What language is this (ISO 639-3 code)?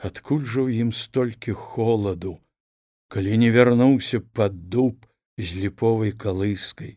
bel